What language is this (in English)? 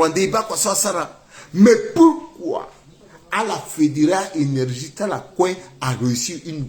Sango